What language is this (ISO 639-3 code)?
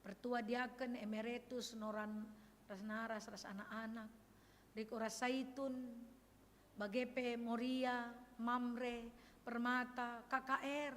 btx